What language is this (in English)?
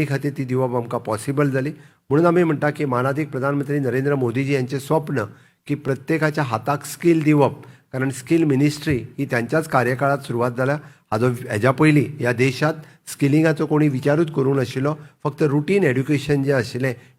Konkani